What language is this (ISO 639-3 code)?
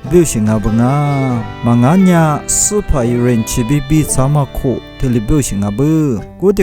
lis